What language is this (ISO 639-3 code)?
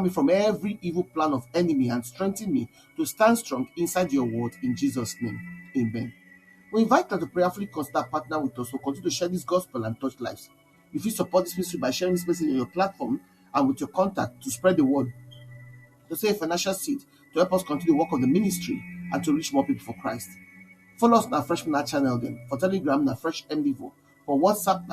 pcm